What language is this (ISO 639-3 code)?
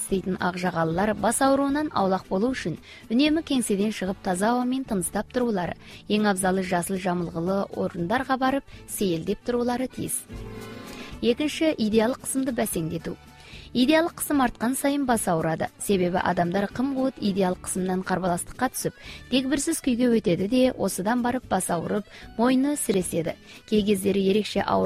kaz